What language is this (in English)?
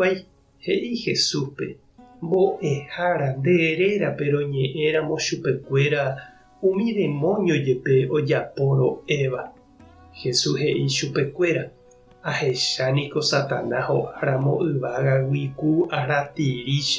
Guarani